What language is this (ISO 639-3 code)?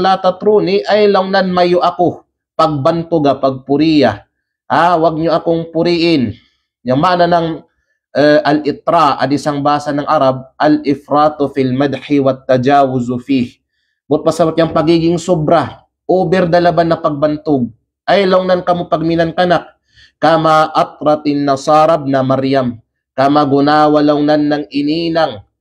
kqe